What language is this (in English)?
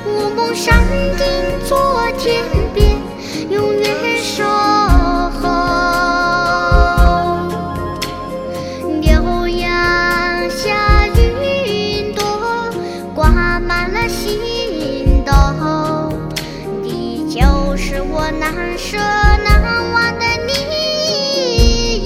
Chinese